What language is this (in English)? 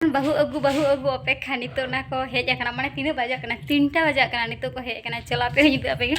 Santali